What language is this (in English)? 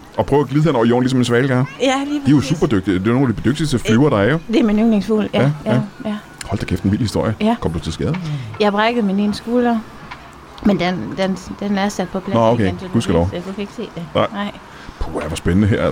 Danish